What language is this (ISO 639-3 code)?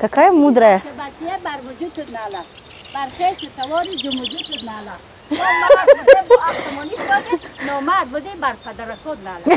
tgk